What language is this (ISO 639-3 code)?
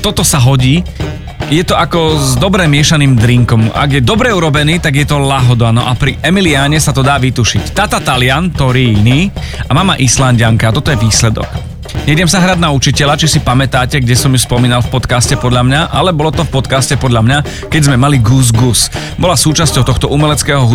slk